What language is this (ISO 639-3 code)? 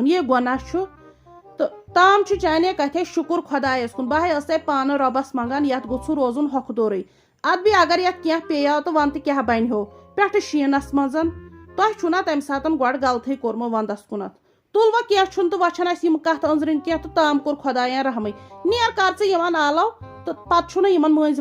kas